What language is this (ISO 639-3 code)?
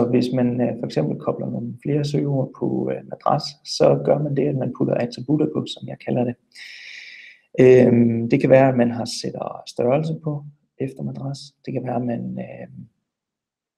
dan